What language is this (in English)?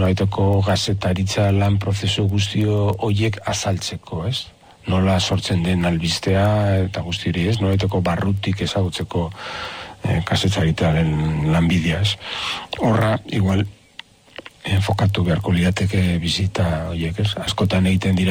Basque